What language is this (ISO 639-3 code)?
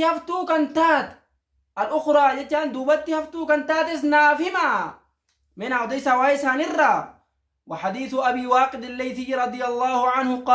orm